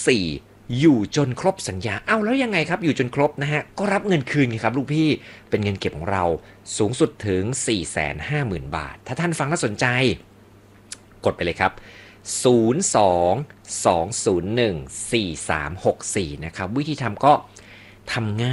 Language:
Thai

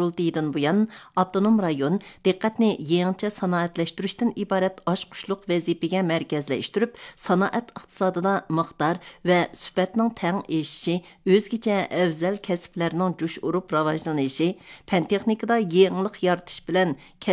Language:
Uyghur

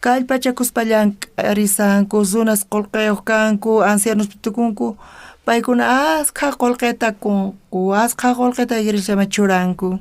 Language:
South Bolivian Quechua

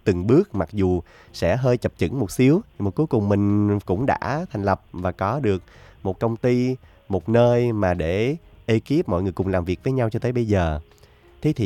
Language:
Vietnamese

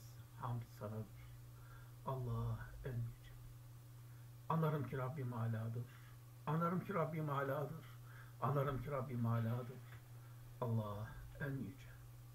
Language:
Turkish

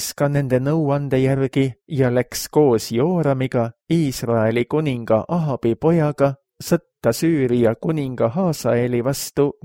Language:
Estonian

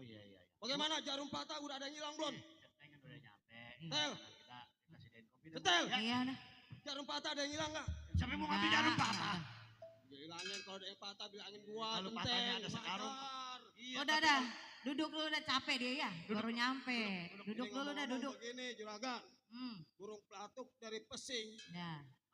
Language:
Betawi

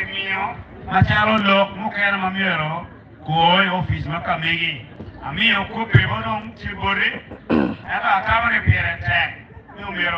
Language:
Acoli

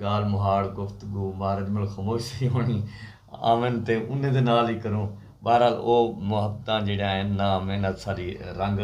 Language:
Saraiki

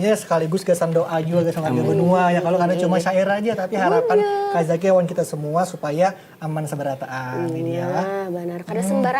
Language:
Banjar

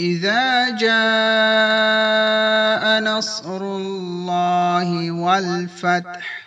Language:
Divehi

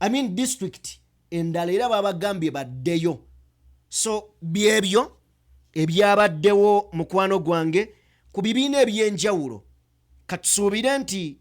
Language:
Ganda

